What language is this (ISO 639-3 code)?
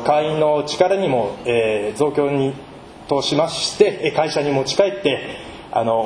jpn